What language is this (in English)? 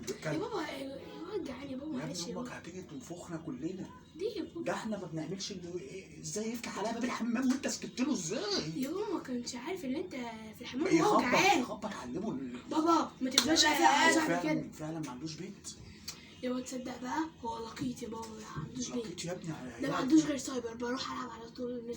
Egyptian Arabic